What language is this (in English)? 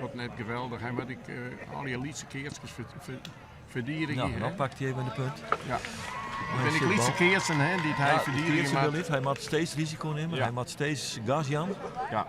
Western Frisian